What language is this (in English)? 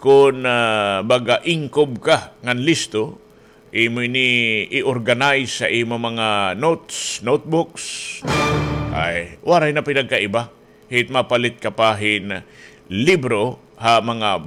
Waray